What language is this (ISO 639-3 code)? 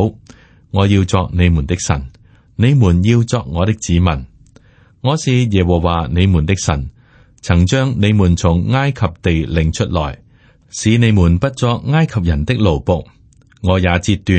yue